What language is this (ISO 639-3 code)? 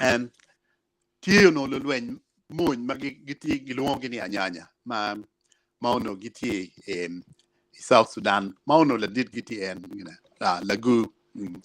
ach